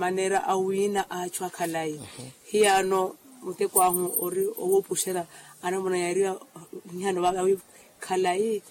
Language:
Makhuwa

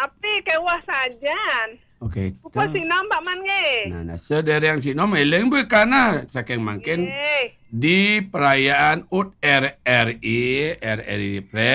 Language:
Balinese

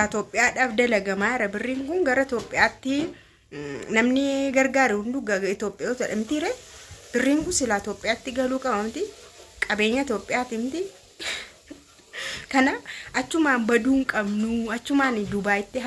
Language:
Oromo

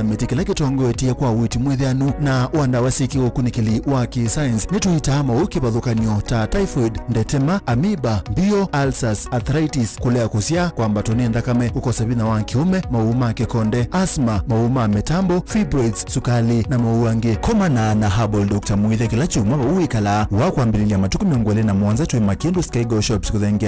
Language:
Kamba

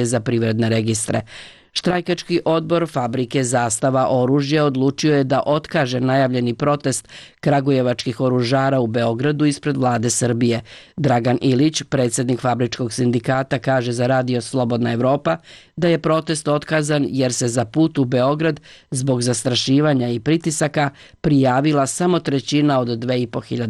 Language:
Bosnian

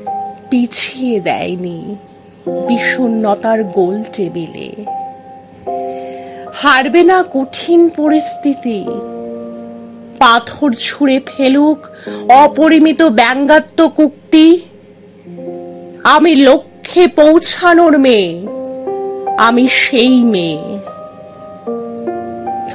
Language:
Bangla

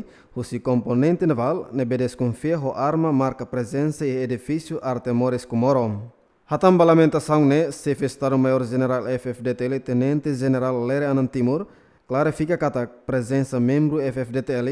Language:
Tetum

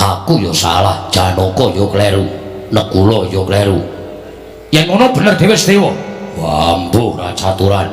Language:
Javanese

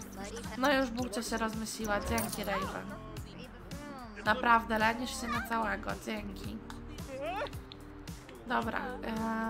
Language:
Polish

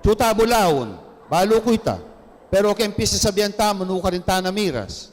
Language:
Pampanga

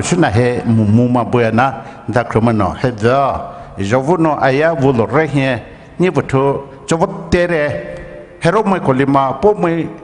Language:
Poumei Naga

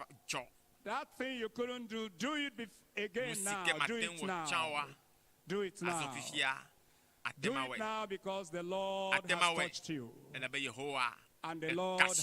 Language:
Ewe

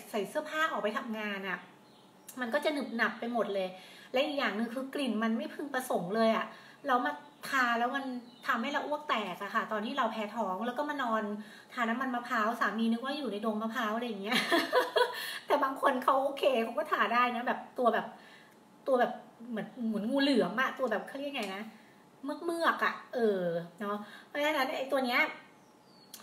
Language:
Thai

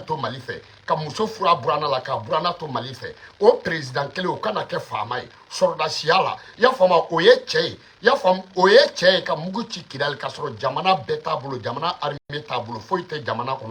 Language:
Bambara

